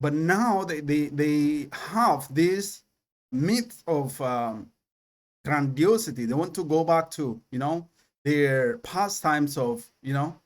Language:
English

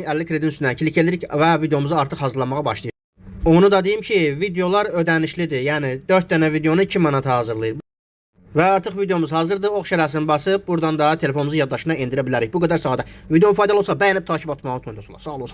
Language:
Azerbaijani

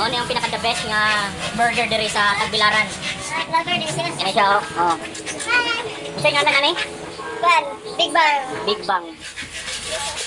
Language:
Cebuano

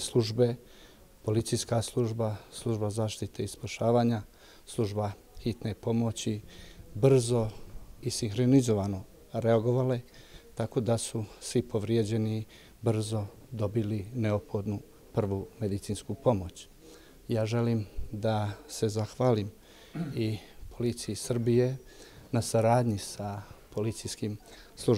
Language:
Bosnian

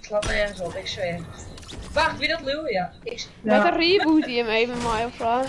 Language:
Western Frisian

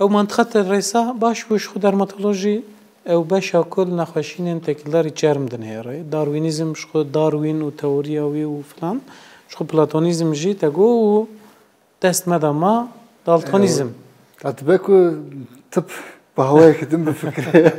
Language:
Kurdish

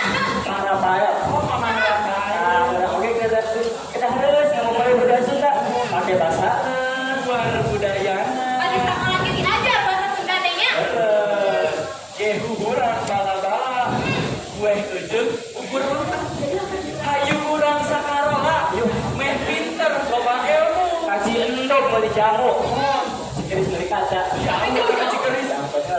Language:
Sundanese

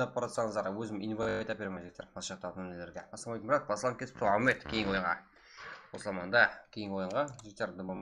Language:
Kara-Kalpak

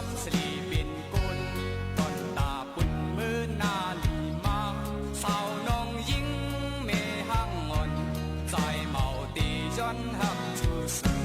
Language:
Shan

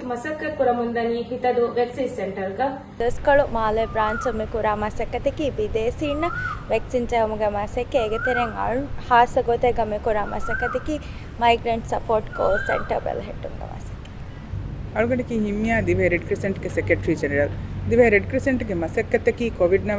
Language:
Divehi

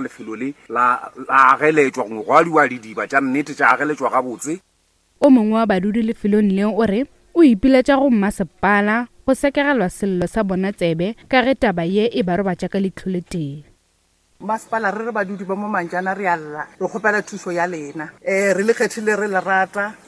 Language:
Northern Sotho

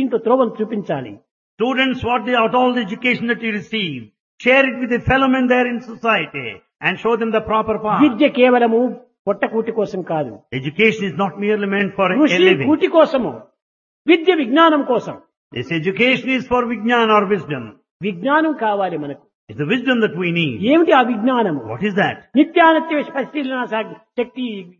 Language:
Telugu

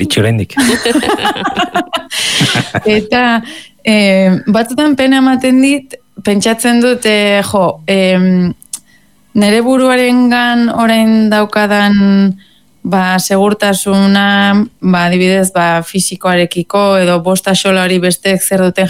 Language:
Basque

